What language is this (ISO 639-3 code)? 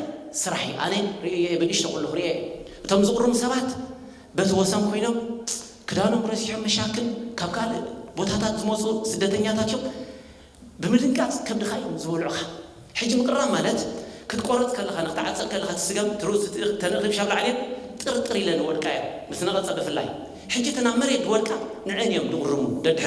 tir